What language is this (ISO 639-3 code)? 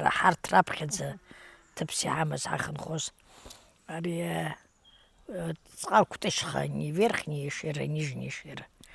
abk